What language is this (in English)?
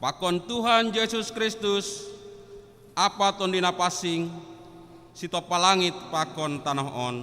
Batak Simalungun